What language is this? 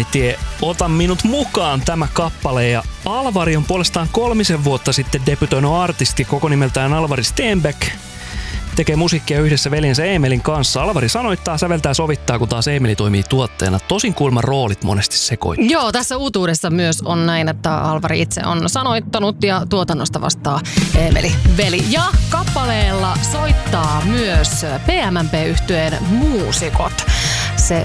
Finnish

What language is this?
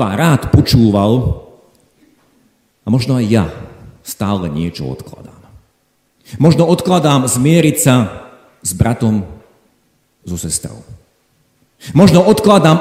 Slovak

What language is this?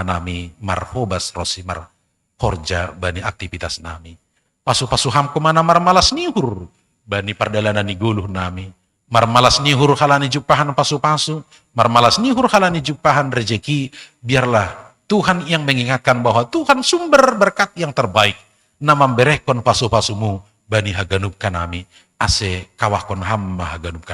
Batak Simalungun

